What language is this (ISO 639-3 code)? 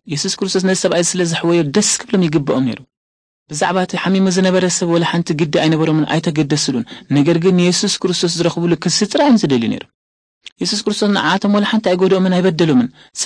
tir